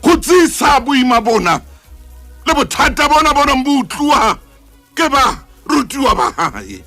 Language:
Southern Sotho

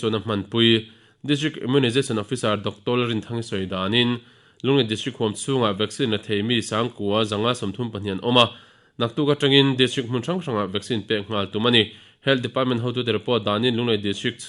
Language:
Mizo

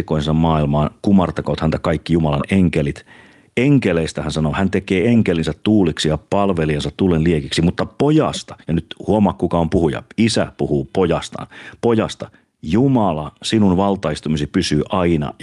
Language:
Finnish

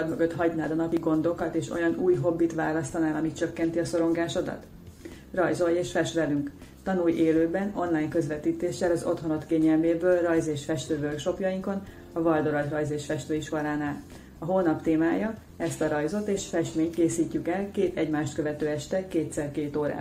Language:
Hungarian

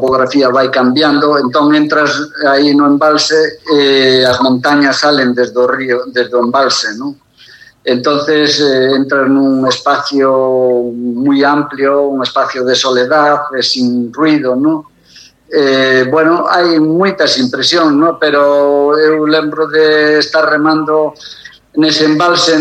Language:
Galician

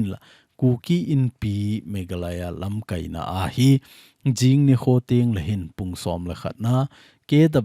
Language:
Thado Chin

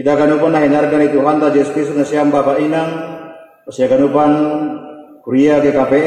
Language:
Batak Simalungun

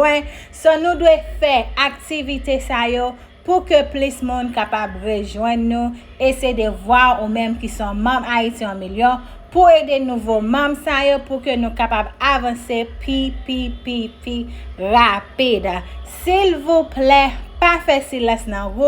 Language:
Haitian Creole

